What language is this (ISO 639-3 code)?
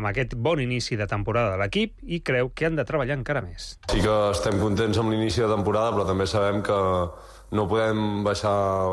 cat